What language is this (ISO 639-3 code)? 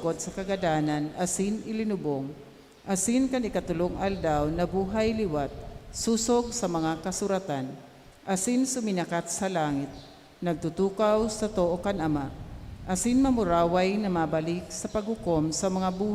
bik